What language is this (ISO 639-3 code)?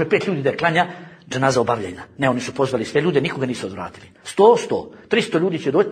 bos